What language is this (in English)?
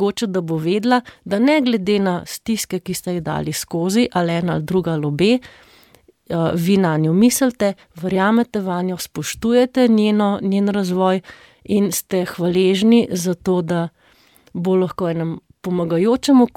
Slovenian